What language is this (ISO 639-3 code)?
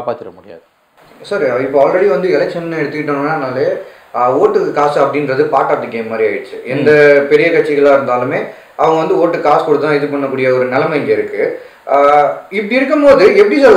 tam